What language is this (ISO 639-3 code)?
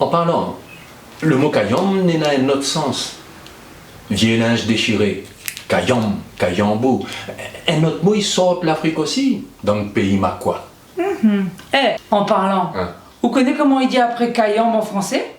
rcf